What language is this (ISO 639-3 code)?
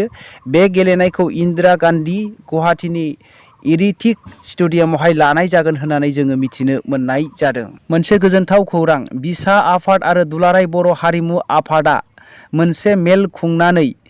brx